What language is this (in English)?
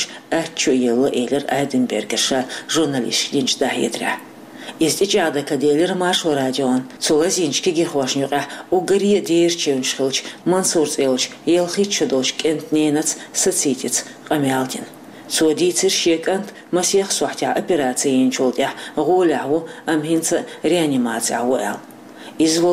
Chechen